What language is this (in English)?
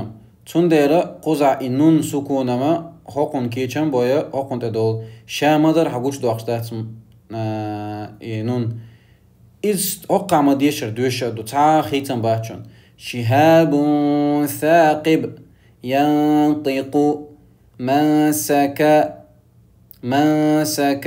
Chechen